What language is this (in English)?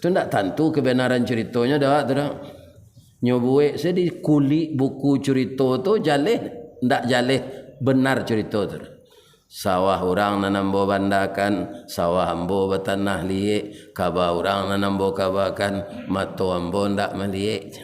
Minangkabau